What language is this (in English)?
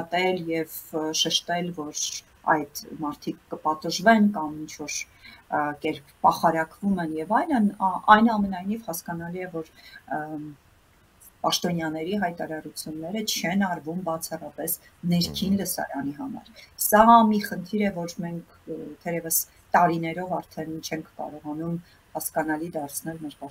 Armenian